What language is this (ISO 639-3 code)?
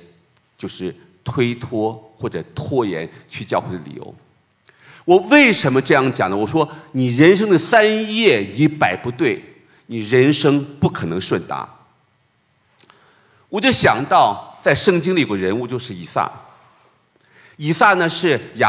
zho